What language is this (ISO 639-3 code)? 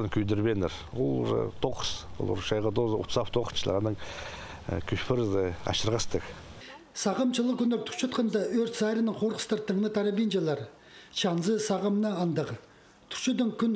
kjh